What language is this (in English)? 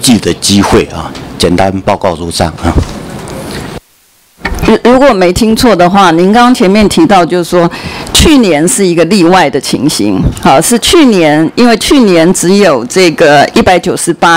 Chinese